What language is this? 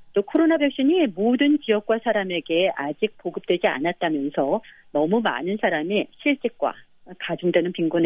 Korean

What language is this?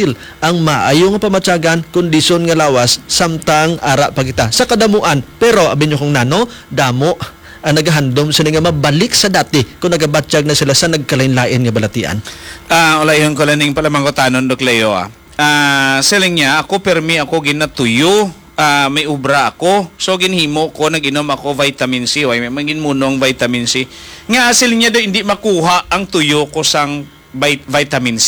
Hiligaynon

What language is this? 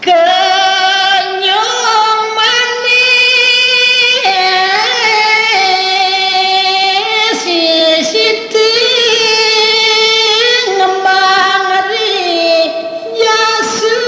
Balinese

